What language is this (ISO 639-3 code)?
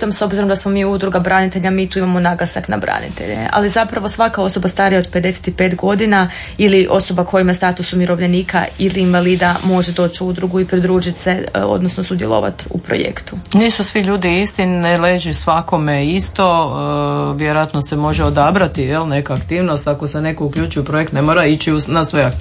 hrv